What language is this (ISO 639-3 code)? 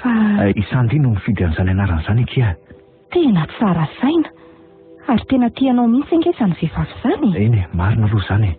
mlg